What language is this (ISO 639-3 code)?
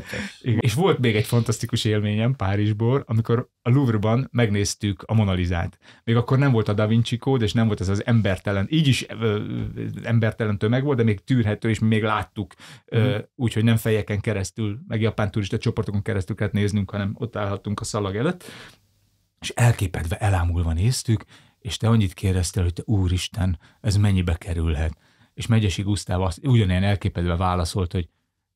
hun